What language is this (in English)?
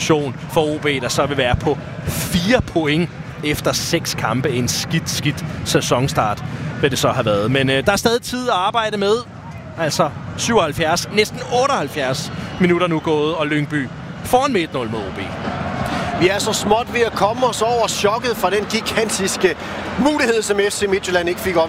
Danish